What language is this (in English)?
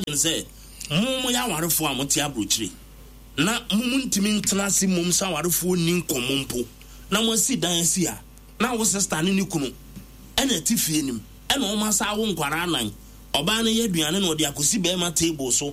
Akan